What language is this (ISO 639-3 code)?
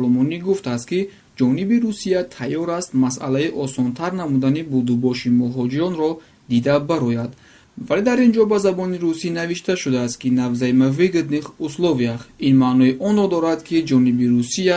tgk